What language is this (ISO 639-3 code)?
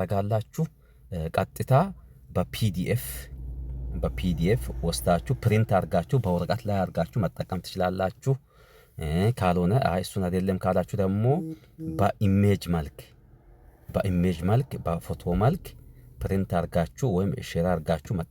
amh